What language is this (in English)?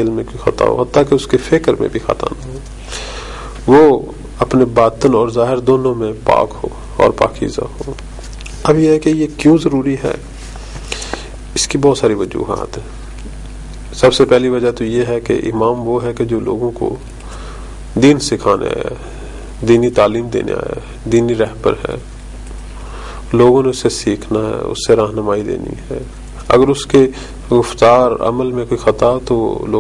Urdu